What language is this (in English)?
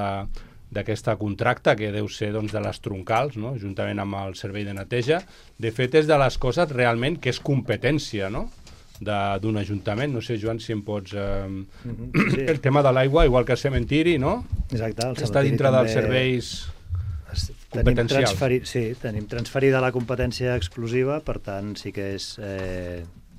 Catalan